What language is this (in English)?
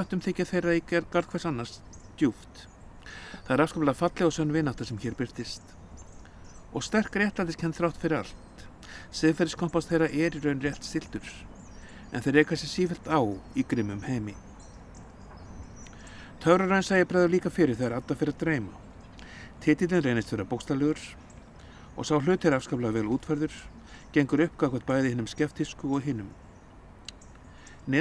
Icelandic